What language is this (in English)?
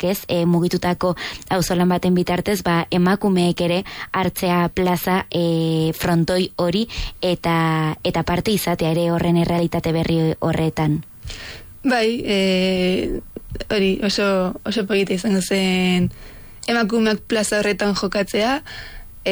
Basque